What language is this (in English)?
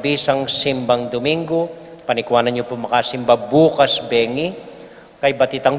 Pampanga